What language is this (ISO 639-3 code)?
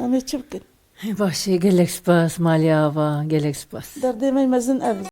kur